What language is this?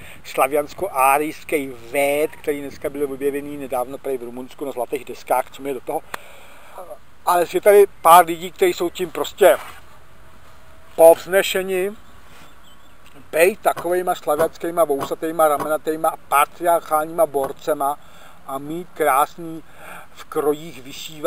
Czech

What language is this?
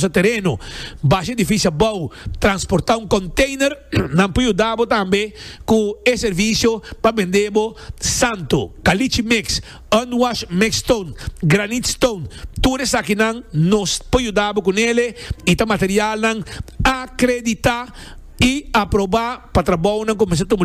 Papiamento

